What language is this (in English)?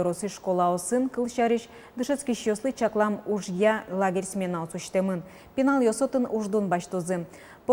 Udmurt